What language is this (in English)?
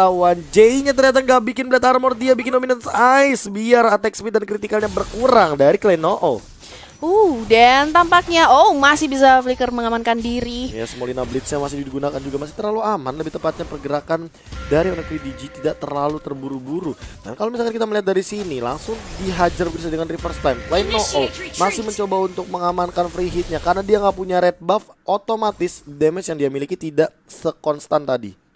Indonesian